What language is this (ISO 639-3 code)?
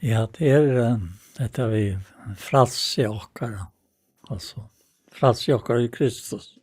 fao